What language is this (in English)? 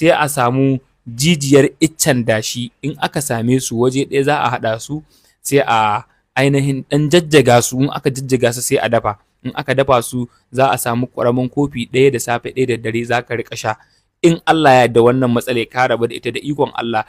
Hausa